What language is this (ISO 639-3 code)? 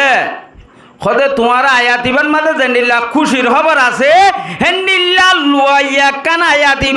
rhg